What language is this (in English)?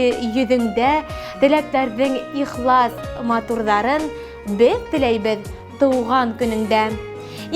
Bashkir